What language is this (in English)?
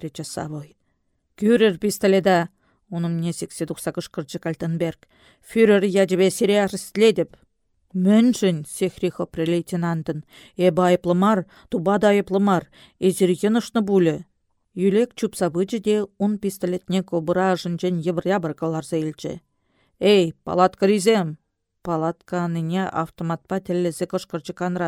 Chuvash